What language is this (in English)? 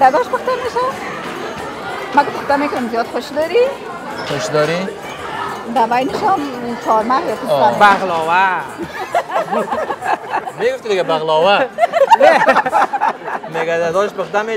Persian